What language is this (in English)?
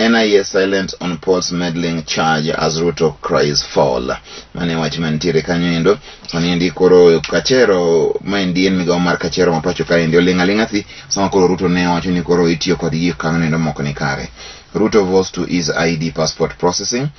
Luo (Kenya and Tanzania)